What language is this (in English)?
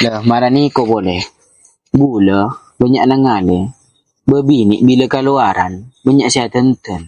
Madurese